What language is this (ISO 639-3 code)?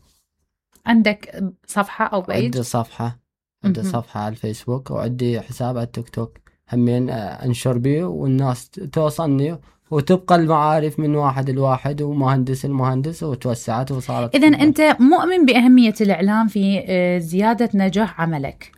acm